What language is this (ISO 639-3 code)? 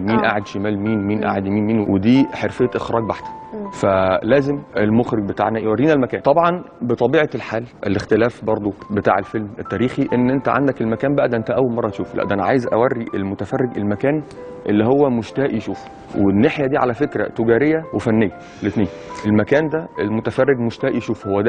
arz